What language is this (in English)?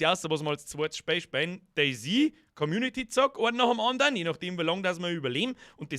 Bavarian